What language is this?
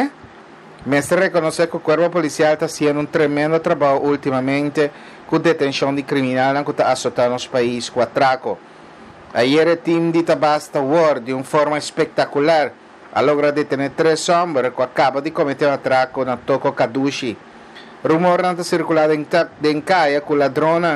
Papiamento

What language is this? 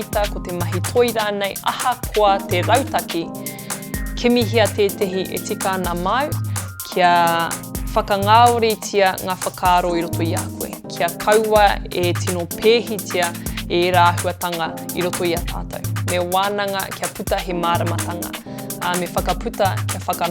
Māori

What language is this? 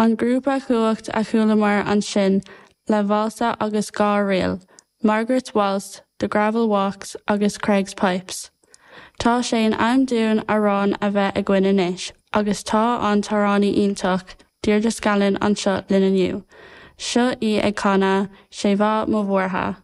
Irish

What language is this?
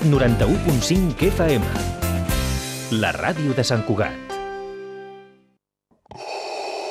Catalan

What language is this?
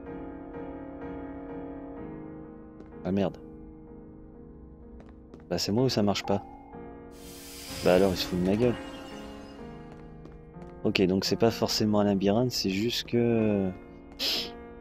French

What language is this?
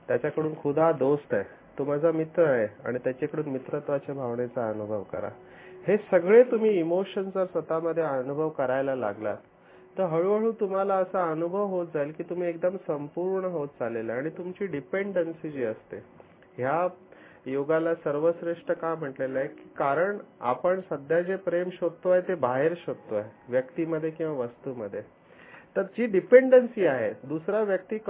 Marathi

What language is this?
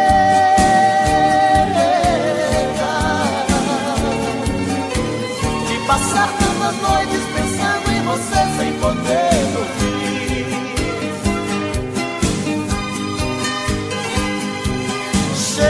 Portuguese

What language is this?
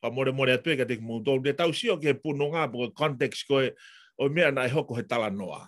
Tongan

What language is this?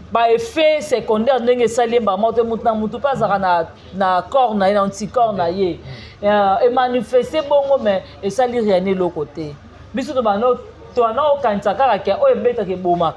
Lingala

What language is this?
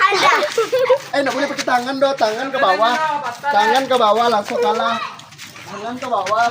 Minangkabau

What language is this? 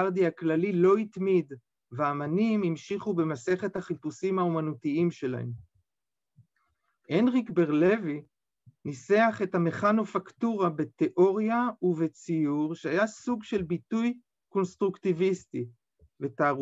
Hebrew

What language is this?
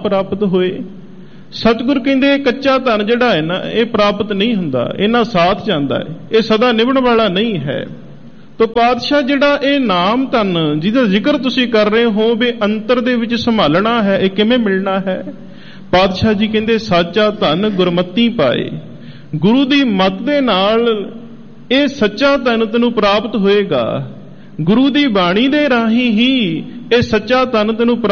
Punjabi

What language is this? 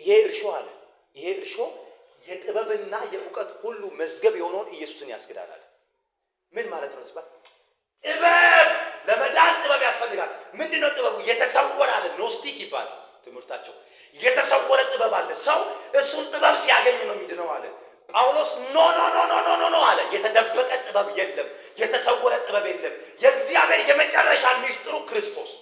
Amharic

